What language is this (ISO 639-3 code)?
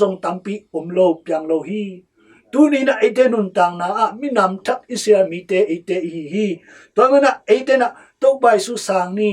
ctd